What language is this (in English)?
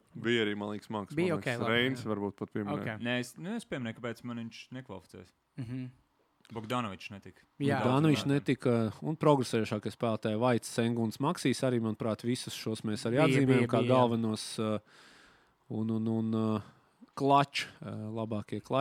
Latvian